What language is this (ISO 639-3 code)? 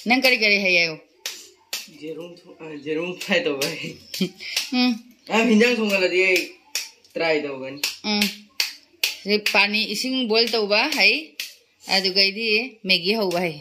mni